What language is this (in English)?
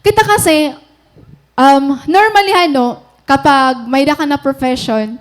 Waray